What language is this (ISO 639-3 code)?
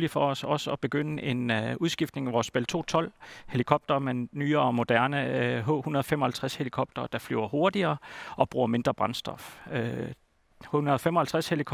kal